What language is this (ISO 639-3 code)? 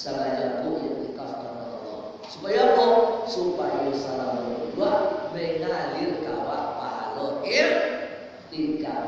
min